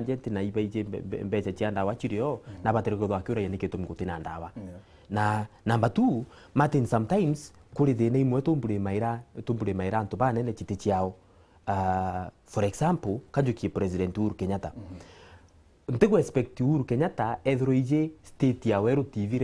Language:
Meru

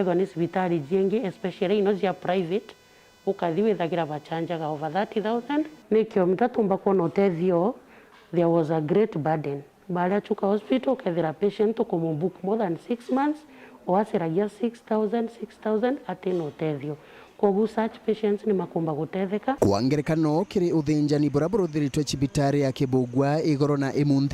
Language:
Meru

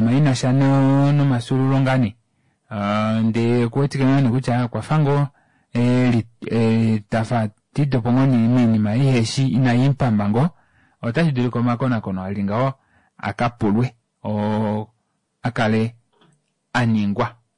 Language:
Kuanyama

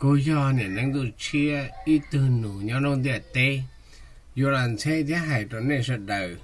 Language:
Hmong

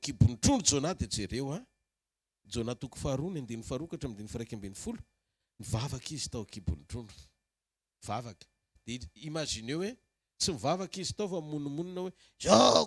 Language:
Malagasy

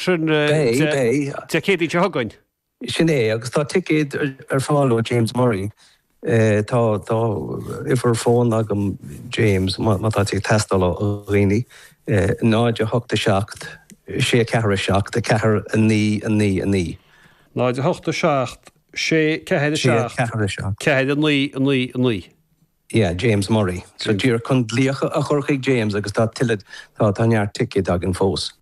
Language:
Irish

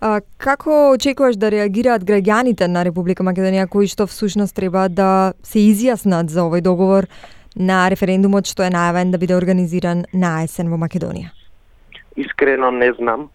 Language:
Macedonian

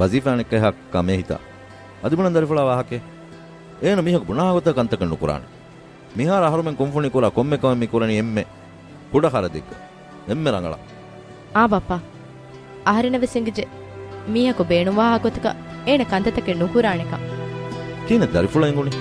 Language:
Divehi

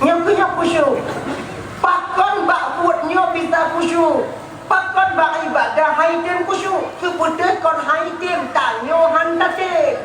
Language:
Achinese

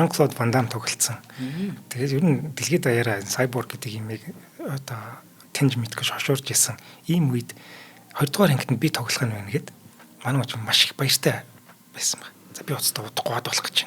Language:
Mongolian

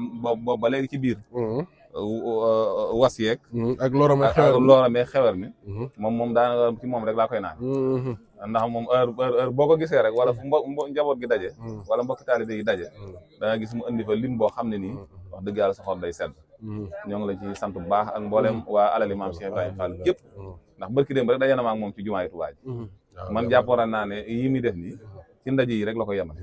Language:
Wolof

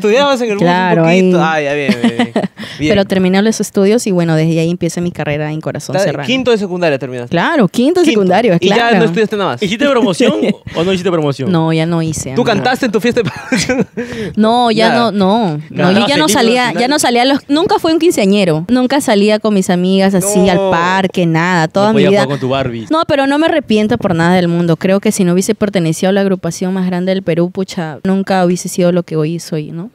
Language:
Spanish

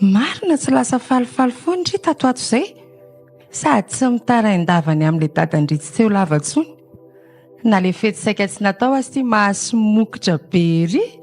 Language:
Malagasy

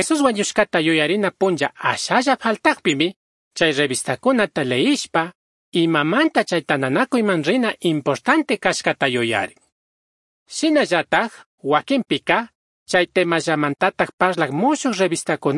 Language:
Chimborazo Highland Quichua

